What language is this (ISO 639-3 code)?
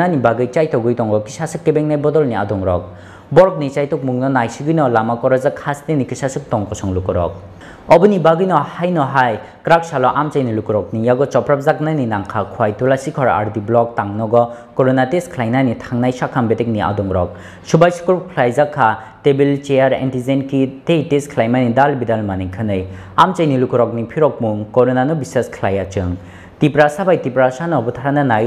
trp